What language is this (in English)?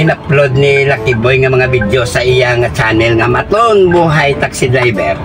Hiligaynon